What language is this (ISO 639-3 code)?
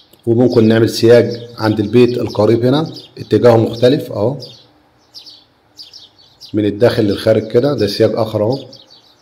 arz